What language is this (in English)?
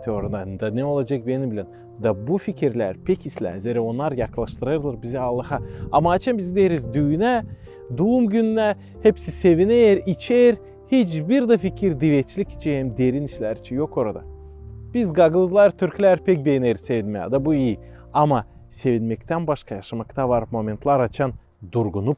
Gagauz